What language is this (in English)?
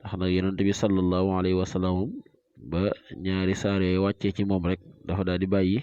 Wolof